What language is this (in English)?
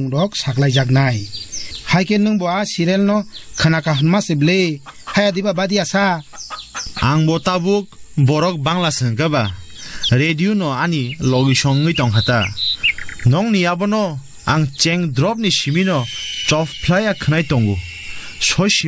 Kok Borok